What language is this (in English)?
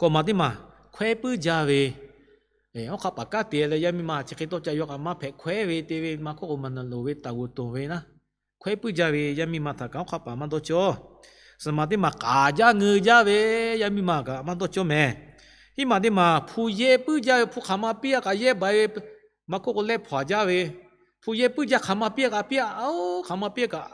Lahu